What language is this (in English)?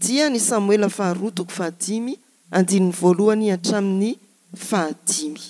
Malagasy